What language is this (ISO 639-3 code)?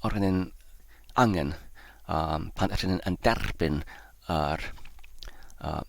cym